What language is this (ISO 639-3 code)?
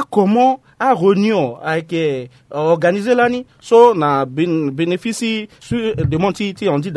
sag